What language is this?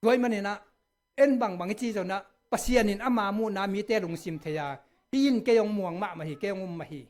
Tedim Chin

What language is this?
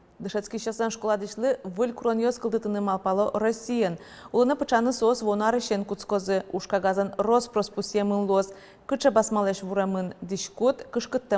Udmurt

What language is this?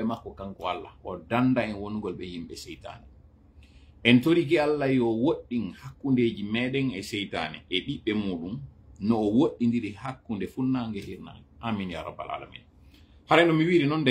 Fula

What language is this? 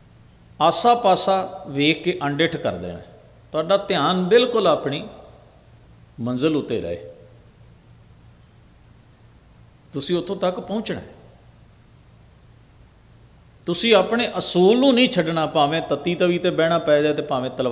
Punjabi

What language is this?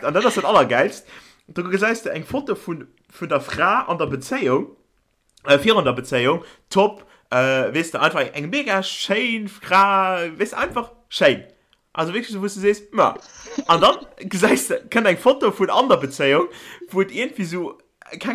Luxembourgish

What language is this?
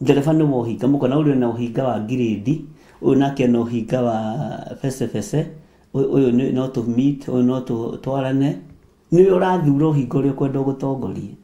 Kikuyu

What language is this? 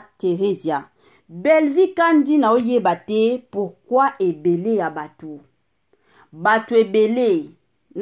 Lingala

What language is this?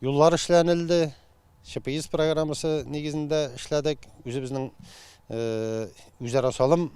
Tatar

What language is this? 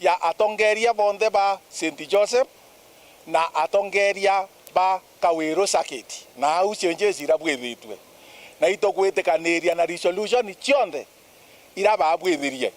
Meru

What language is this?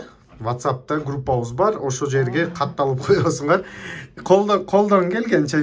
Kyrgyz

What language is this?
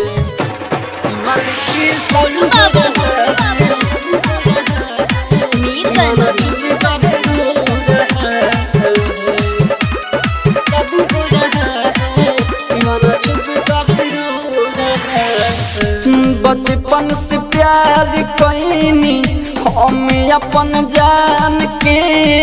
Bhojpuri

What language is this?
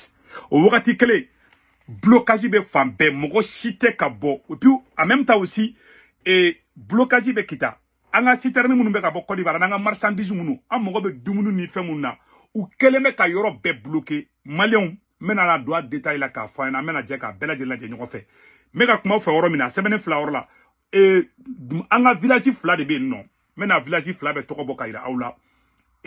Bambara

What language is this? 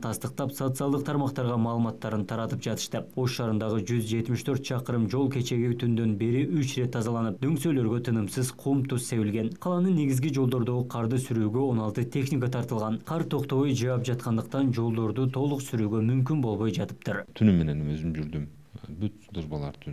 Kyrgyz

